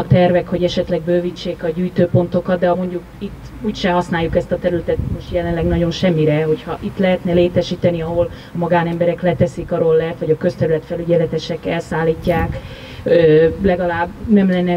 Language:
Hungarian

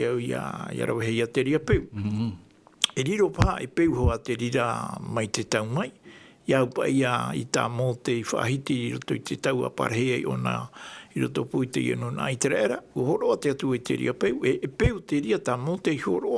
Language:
Tahitian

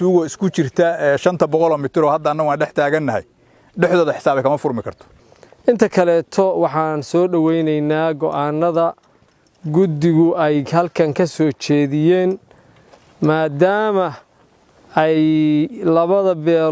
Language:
Somali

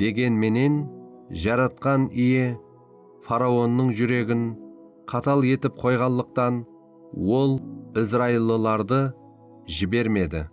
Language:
Kara-Kalpak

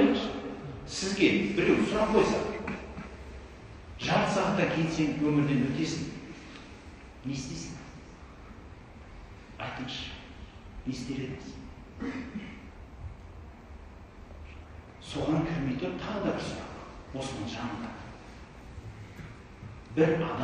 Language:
Kazakh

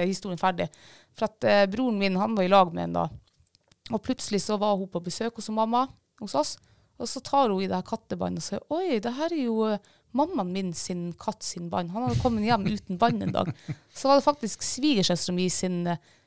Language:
Norwegian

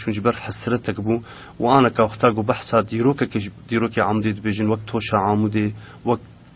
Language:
Kurdish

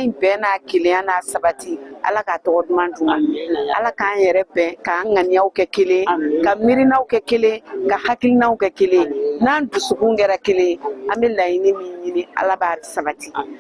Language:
Bambara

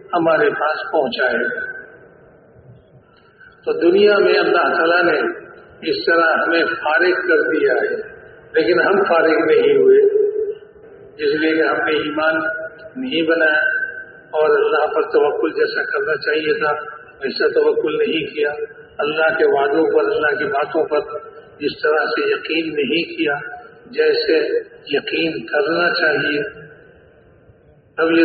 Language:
Urdu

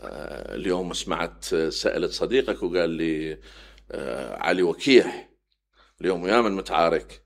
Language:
Mesopotamian Arabic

